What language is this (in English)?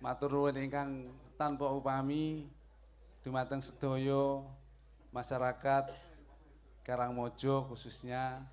Javanese